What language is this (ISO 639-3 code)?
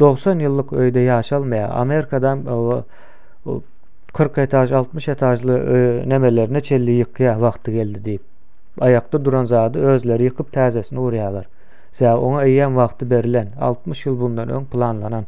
tuk